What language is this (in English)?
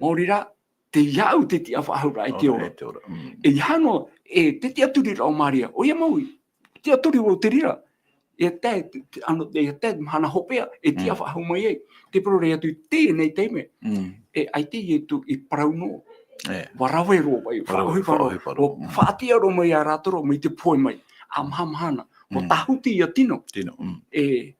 Tahitian